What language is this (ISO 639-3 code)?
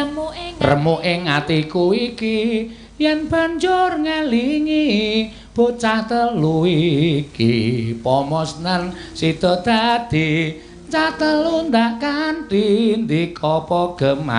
jav